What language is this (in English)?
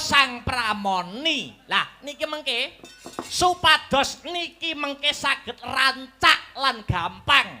Javanese